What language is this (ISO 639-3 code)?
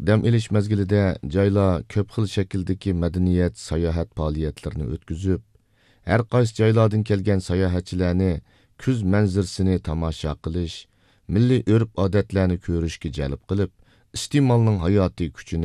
uig